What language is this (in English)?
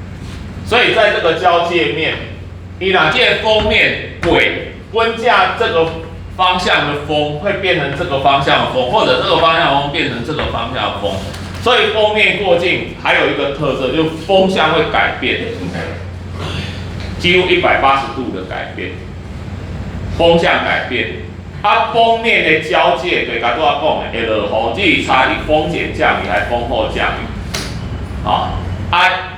Min Nan Chinese